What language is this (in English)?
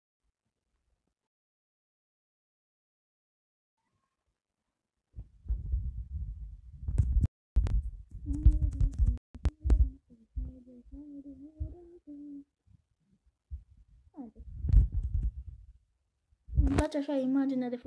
Romanian